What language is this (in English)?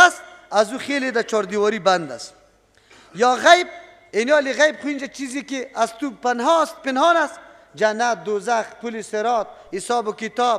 Persian